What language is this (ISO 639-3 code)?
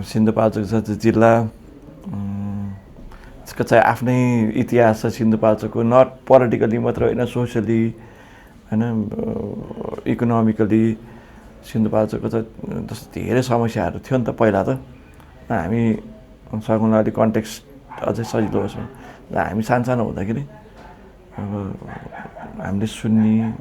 nep